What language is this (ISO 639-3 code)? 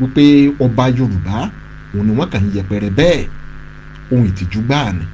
yor